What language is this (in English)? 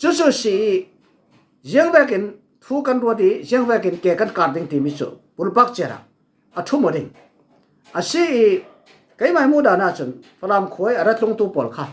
Falam Chin